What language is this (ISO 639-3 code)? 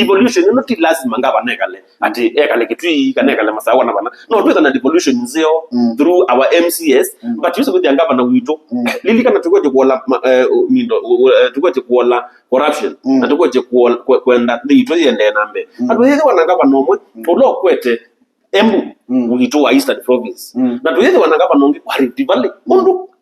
kam